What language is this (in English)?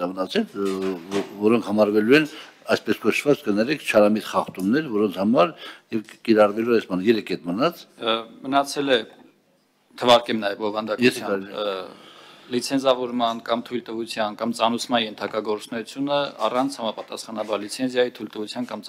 Armenian